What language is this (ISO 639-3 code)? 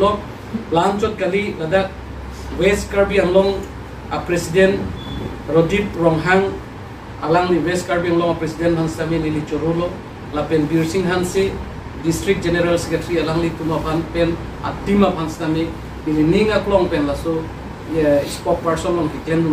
mjw